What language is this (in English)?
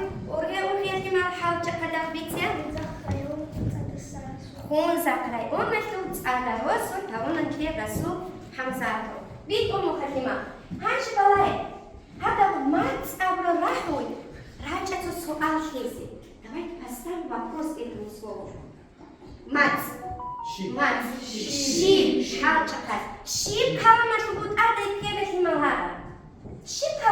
Avaric